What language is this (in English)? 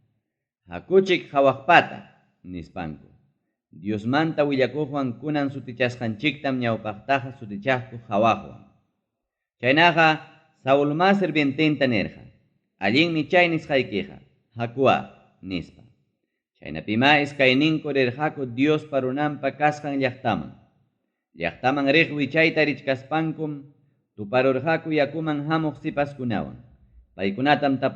Ayacucho Quechua